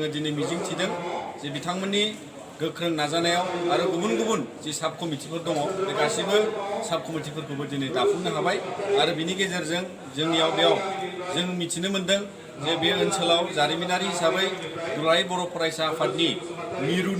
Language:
Bodo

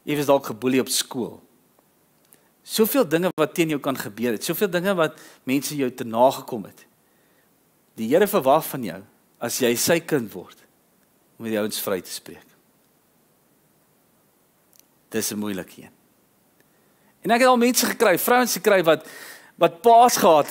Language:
Afrikaans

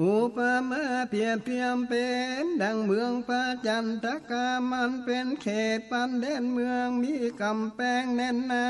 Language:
Northern Thai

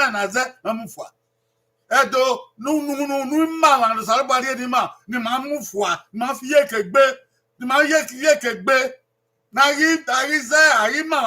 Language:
Bini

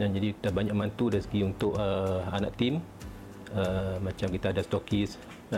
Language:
Malay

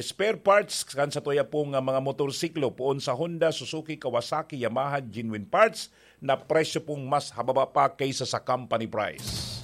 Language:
Bikol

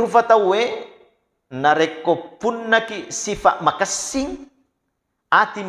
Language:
Buginese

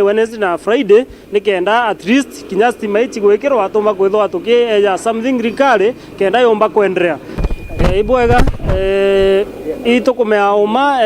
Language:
Meru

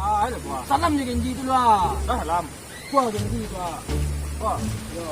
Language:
Minangkabau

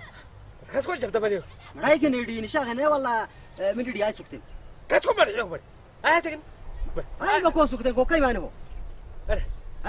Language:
Saho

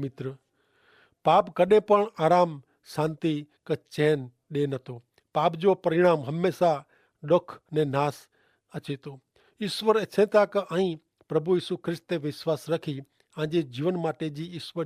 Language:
Kachhi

